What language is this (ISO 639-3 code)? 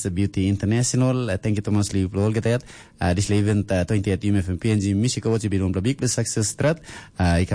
tpi